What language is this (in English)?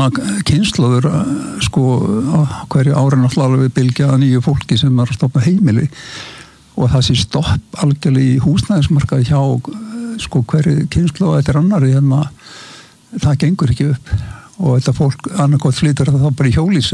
Icelandic